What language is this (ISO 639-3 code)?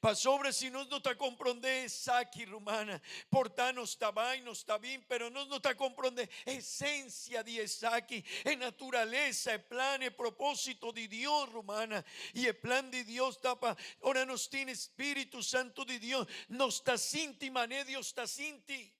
pap